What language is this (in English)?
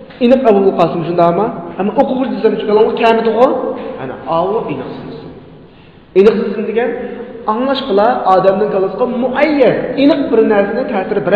Uyghur